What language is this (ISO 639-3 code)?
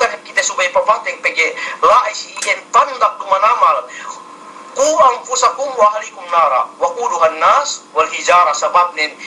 yka